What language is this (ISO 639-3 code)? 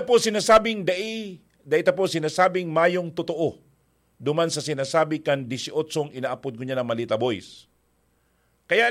bik